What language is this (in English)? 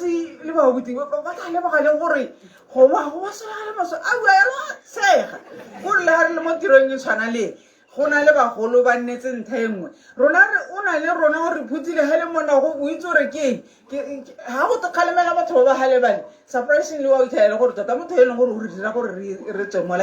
Tswana